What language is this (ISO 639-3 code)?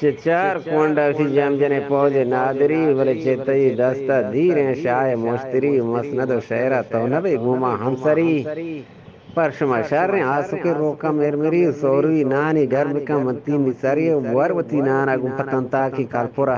bgp